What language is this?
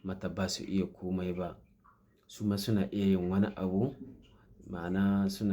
Hausa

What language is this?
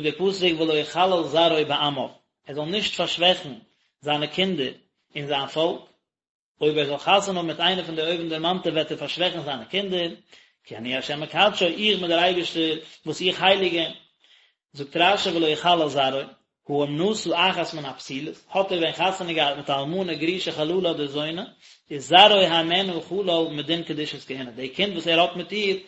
Yiddish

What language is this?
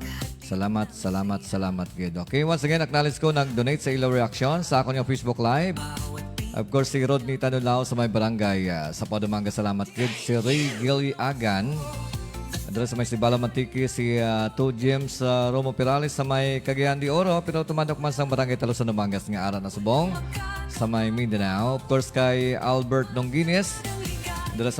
Hiligaynon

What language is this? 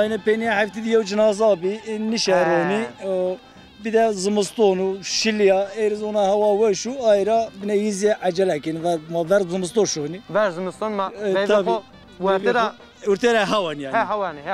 Zaza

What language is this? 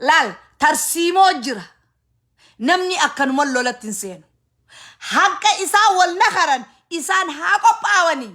Oromo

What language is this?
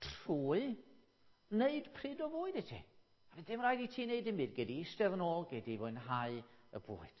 Welsh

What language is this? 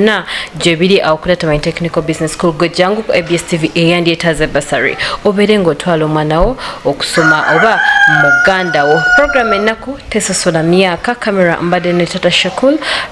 Ganda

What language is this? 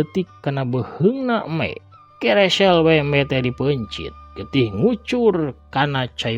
Sundanese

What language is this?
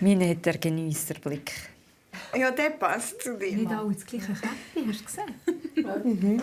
Swiss German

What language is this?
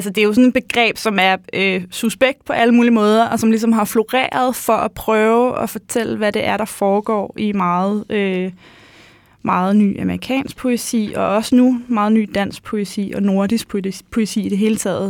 Danish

